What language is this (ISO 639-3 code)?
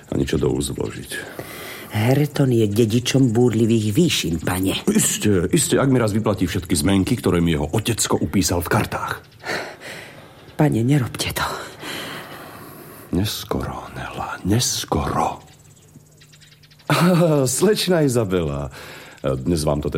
slk